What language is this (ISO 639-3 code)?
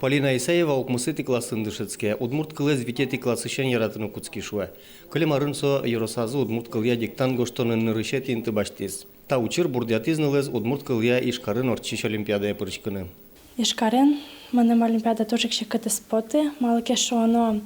udm